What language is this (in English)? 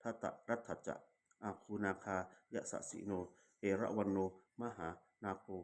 Pali